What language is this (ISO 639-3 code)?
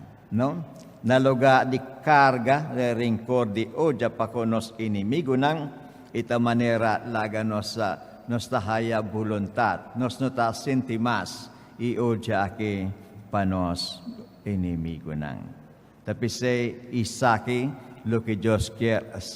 pap